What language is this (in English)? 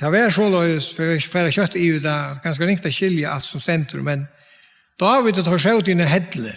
Faroese